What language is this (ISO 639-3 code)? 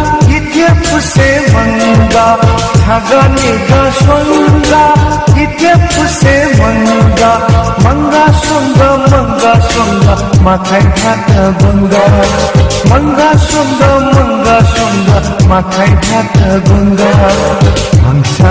new